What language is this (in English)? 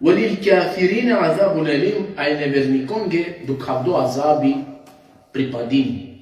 Balkan Romani